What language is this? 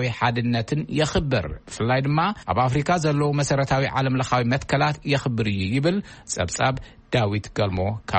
Tigrinya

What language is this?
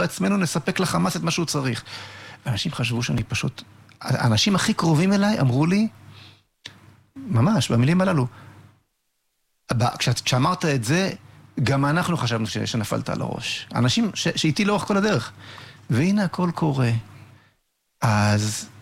Hebrew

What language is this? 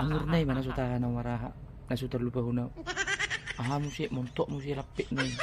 Batak Toba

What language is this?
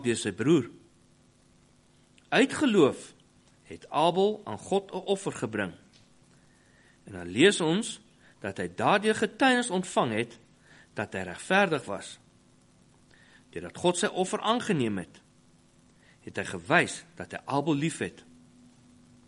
Afrikaans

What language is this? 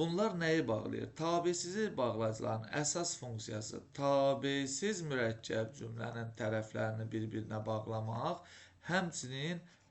Azerbaijani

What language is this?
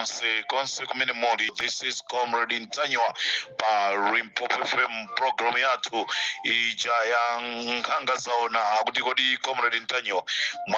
Nyanja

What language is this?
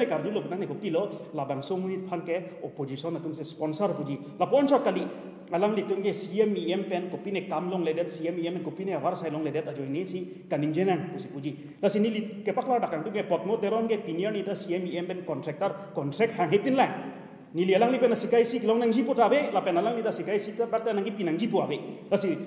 Karbi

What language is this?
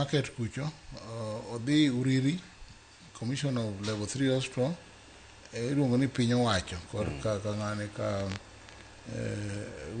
Luo (Kenya and Tanzania)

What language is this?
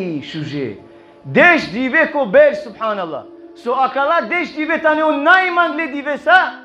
Balkan Romani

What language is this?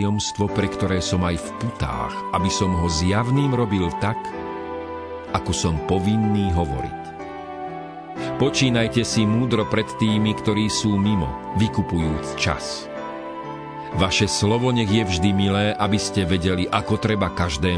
Slovak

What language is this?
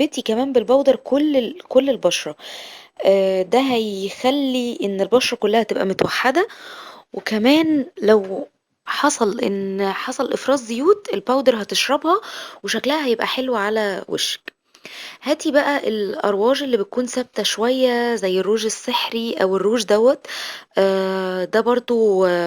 Egyptian Arabic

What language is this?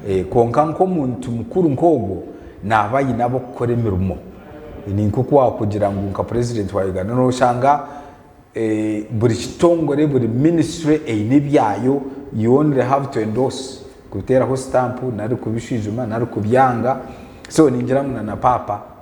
Nyankole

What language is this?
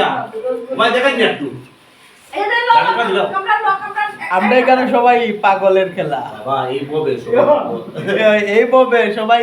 Sylheti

